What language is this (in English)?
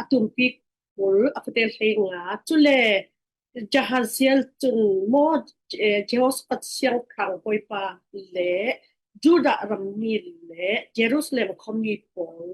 Falam Chin